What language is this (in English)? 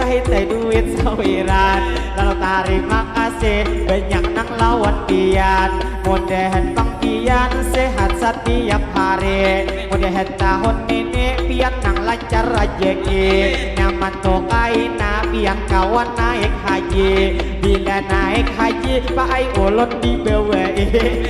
Banjar